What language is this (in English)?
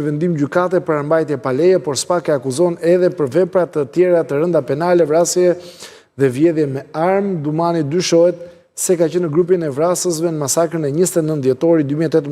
Albanian